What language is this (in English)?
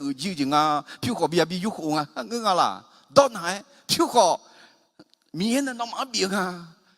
Akha